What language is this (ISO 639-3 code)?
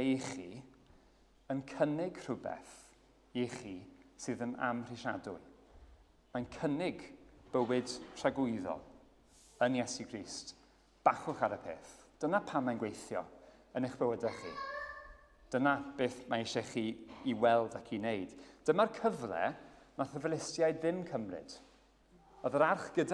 cym